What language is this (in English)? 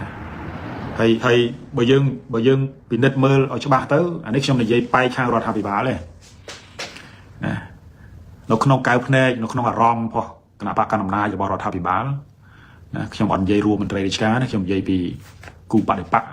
Khmer